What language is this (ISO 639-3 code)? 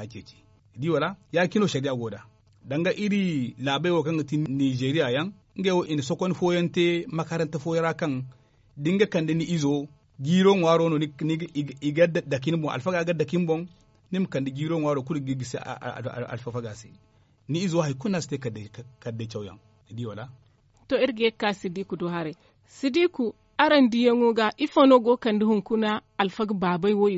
dje